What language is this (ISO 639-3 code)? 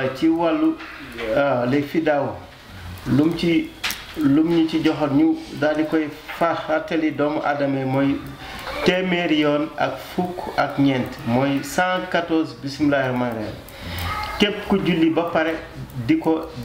wol